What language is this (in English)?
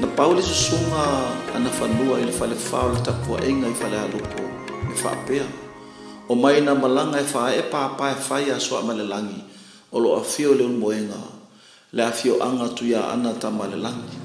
Samoan